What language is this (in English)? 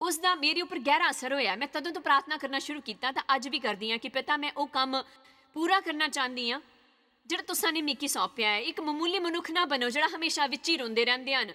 Dogri